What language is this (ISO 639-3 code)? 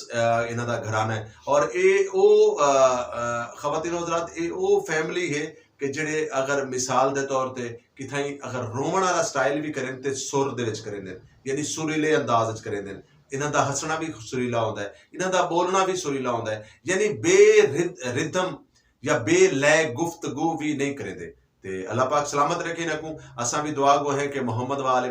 lah